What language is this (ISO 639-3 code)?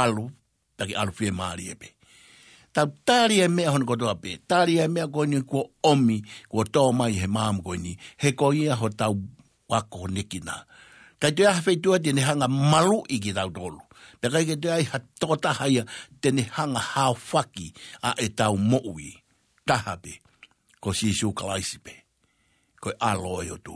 ton